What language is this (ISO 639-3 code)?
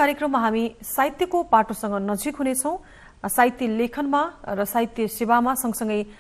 nep